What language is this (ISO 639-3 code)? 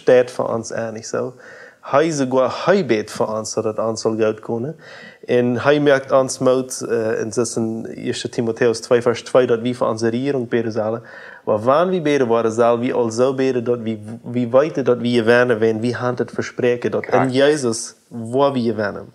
pdt